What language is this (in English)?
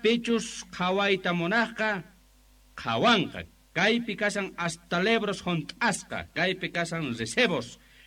Quechua